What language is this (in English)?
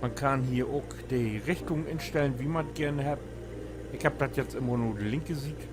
Low German